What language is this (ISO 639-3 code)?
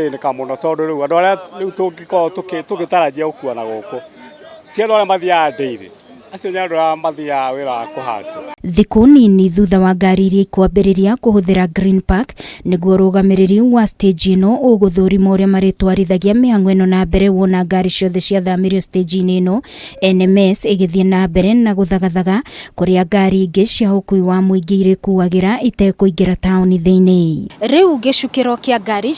kik